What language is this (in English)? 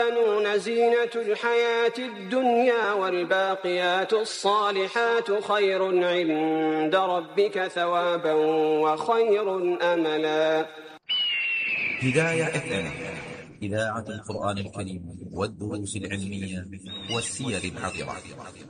Arabic